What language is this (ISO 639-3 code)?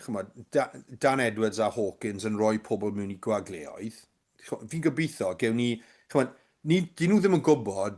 cym